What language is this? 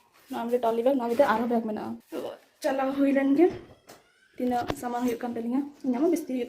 Santali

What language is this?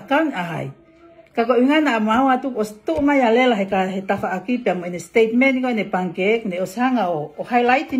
Tongan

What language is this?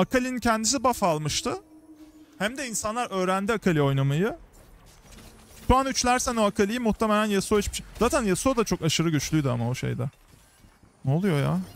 Turkish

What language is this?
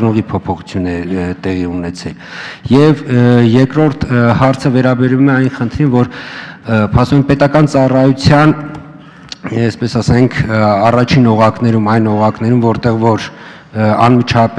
Armenian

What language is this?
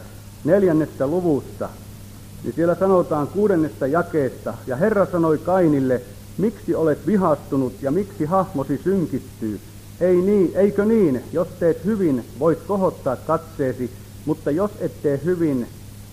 Finnish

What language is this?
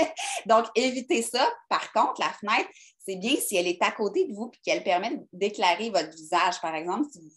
French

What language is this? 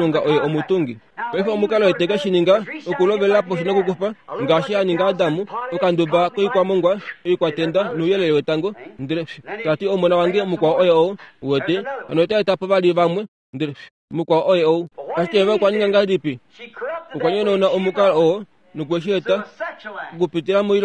Kuanyama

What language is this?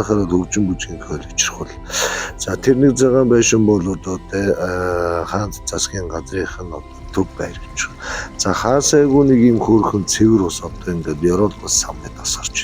Mongolian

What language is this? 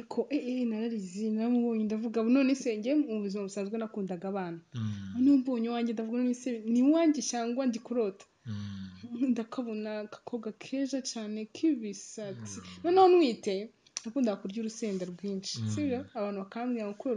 Kinyarwanda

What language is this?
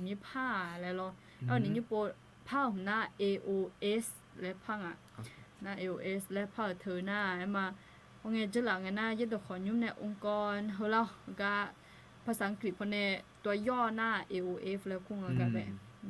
Akha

